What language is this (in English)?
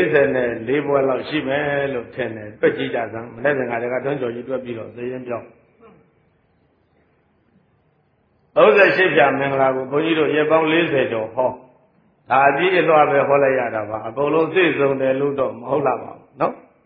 Burmese